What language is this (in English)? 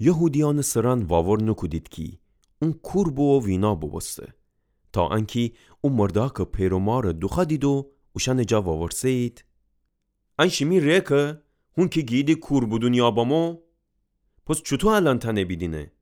Gilaki